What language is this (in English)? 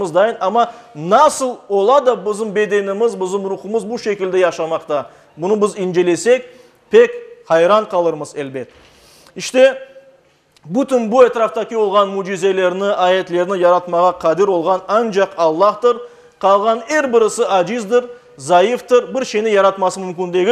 Crimean Tatar